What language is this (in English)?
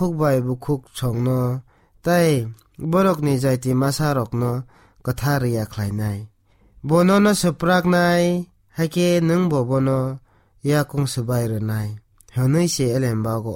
Kok Borok